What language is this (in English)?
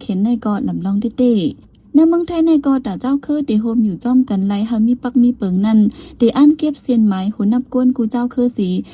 Shan